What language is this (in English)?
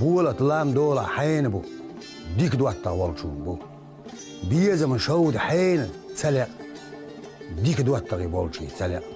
Chechen